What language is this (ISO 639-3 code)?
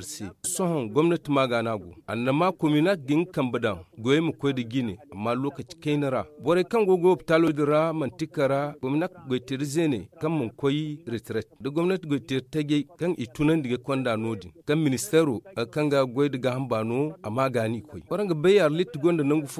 dje